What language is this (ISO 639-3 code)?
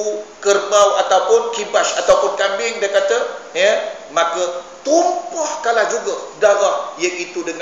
msa